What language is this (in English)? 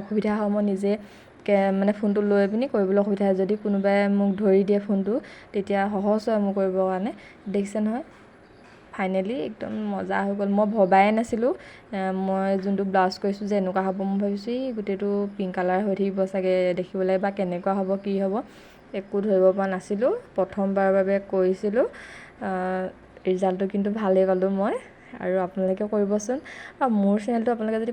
Assamese